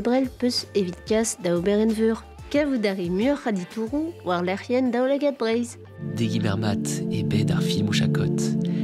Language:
Breton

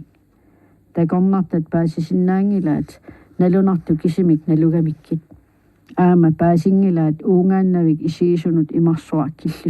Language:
Kalaallisut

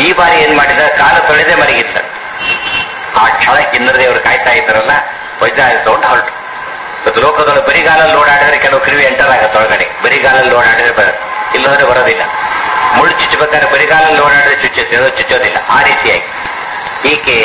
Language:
Kannada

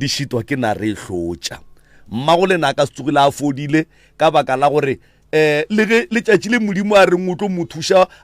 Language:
Northern Sotho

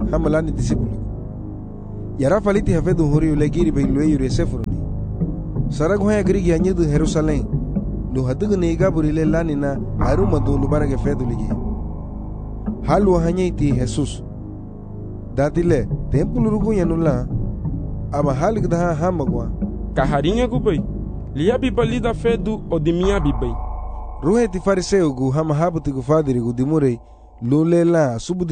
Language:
Garifuna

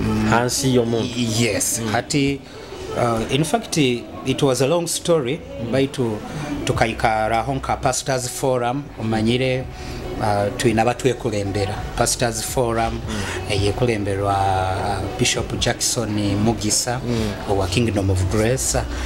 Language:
Nyoro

